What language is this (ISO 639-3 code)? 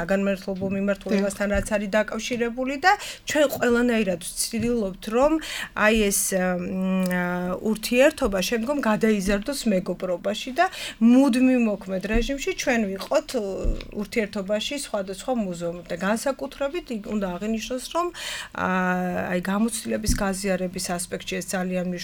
kat